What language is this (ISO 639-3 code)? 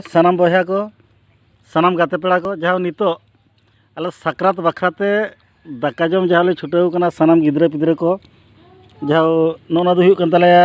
sat